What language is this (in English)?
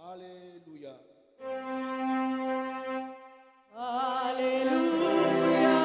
Batak Karo